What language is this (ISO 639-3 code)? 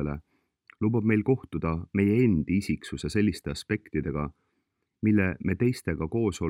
est